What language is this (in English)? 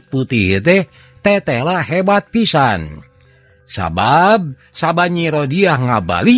Sundanese